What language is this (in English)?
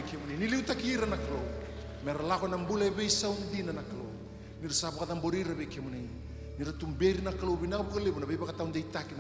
Fijian